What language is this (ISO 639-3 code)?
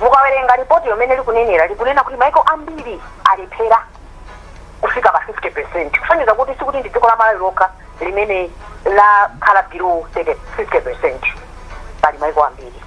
nya